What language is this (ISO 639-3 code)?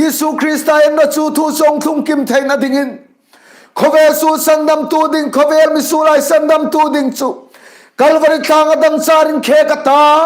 hmr